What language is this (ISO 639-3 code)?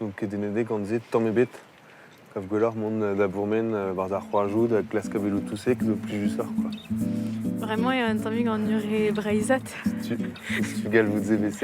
bre